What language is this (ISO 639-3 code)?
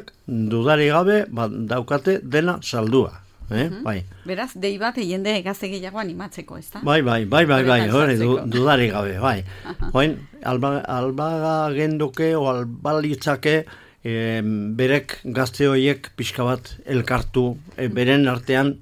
eus